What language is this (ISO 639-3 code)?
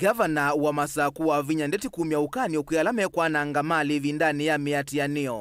kam